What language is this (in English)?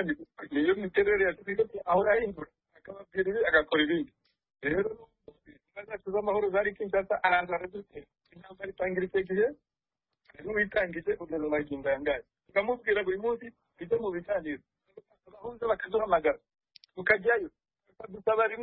Kinyarwanda